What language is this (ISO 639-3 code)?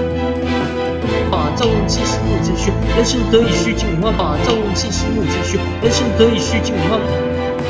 zho